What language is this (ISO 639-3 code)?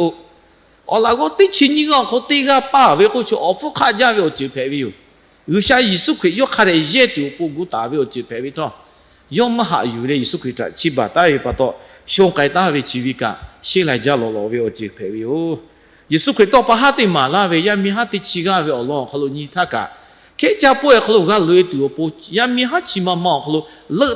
lhu